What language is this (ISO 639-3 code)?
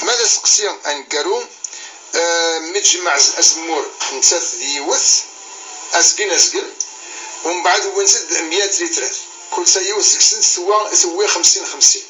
kab